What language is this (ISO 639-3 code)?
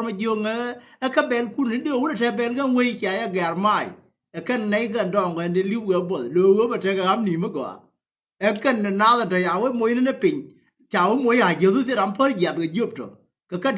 nus